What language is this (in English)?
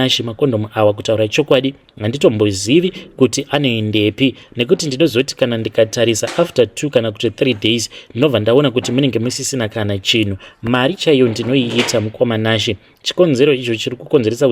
Shona